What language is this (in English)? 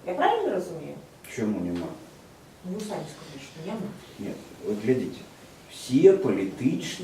Belarusian